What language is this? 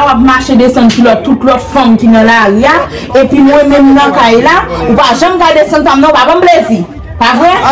Haitian Creole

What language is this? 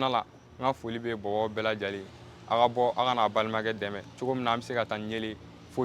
Bambara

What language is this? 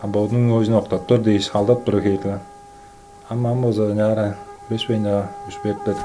Tuvinian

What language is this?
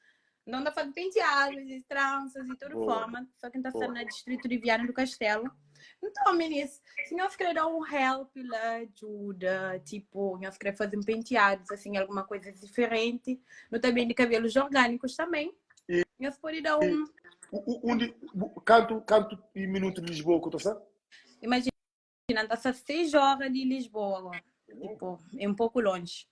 Kabuverdianu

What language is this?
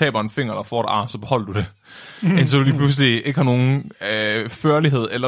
Danish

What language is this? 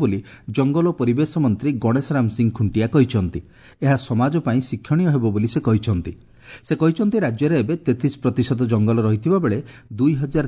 Odia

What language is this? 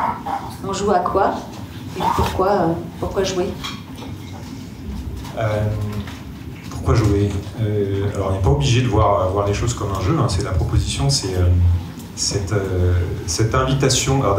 French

